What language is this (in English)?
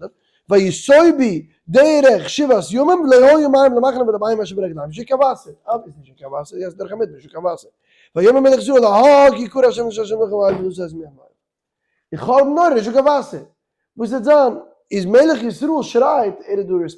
Yiddish